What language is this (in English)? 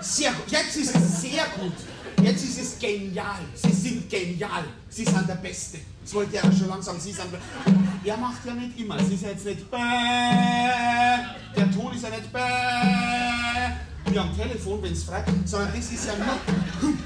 Bavarian